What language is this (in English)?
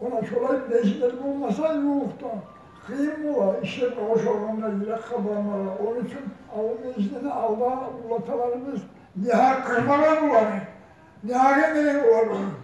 Kumyk